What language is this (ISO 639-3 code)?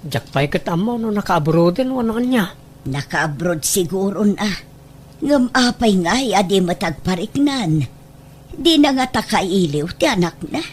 ilo